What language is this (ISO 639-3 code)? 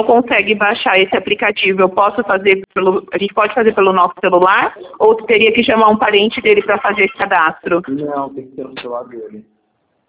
por